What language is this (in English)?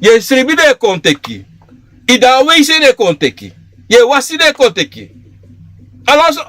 Sranan Tongo